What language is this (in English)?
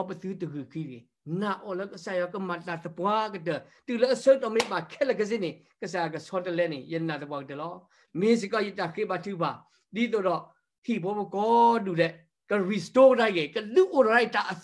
S'gaw Karen